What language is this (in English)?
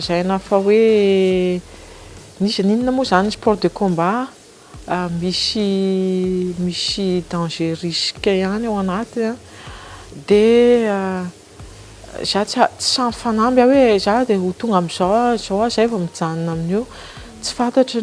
Malagasy